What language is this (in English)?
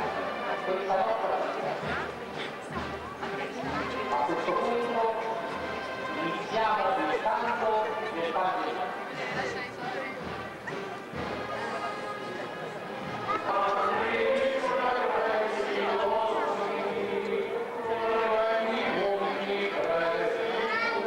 Italian